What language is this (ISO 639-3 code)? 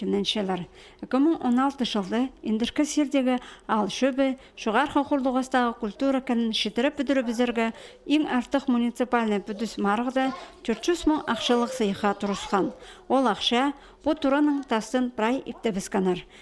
kjh